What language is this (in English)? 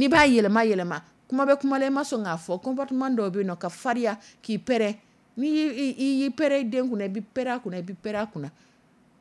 Dyula